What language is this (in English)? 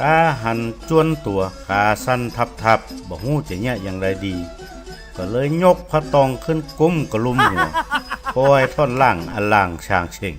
Northern Thai